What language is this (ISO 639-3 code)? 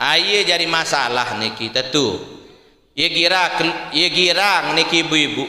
sas